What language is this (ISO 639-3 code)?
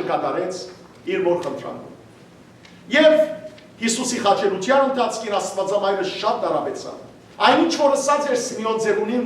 hyw